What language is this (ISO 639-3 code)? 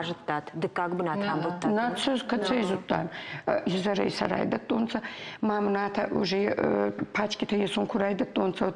oss